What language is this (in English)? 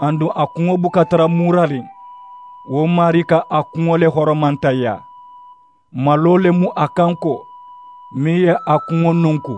Mandingo